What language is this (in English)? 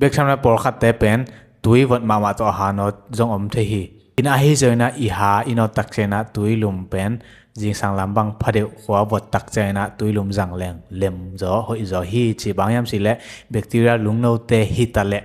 Tedim Chin